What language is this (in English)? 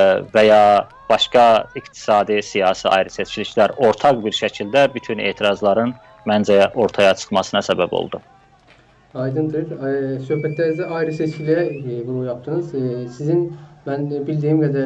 South Azerbaijani